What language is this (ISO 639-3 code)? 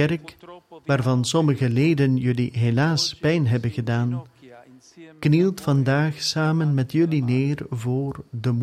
nld